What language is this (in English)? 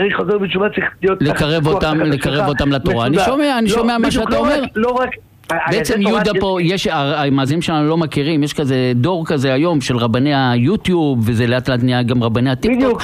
Hebrew